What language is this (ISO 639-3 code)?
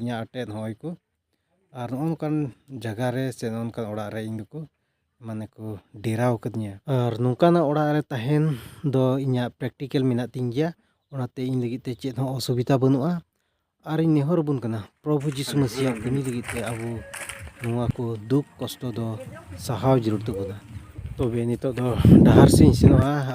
sat